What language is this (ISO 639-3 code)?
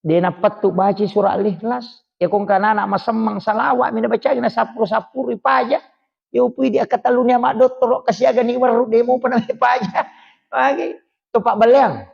bug